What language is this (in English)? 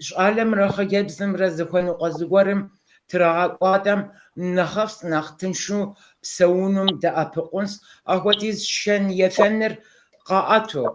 Kabardian